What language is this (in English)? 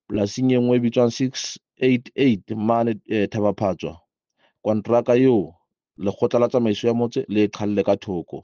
Southern Sotho